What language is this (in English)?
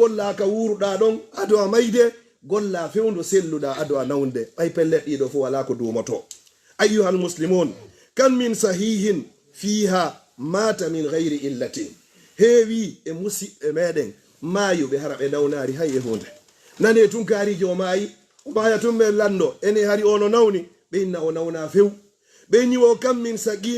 Fula